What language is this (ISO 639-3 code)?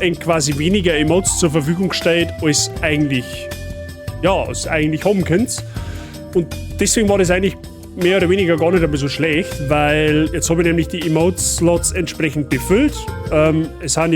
bar